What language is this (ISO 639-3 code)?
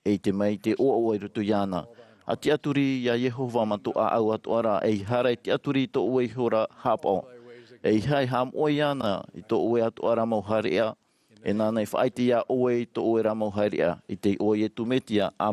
tah